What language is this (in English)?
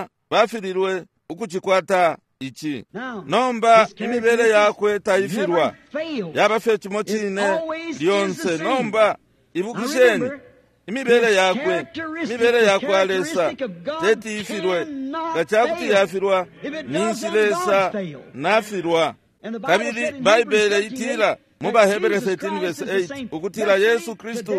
Bemba